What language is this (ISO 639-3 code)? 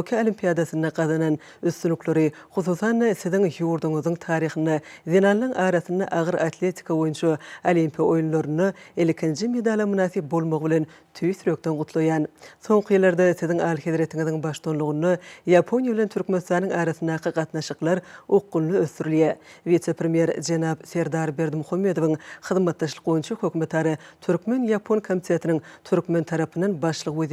tuk